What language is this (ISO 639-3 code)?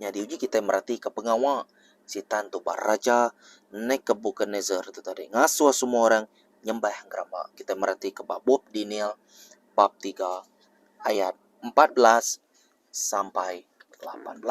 iba